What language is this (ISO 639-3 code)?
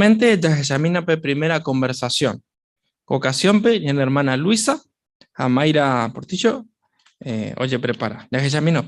grn